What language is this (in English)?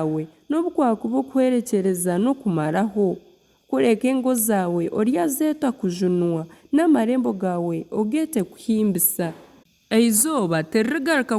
Nyankole